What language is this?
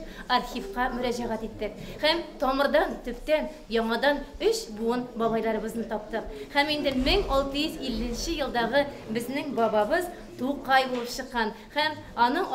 Tatar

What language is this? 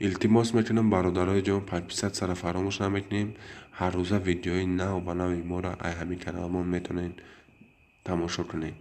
Tajik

